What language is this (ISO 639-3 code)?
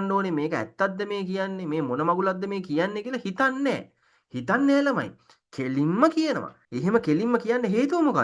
sin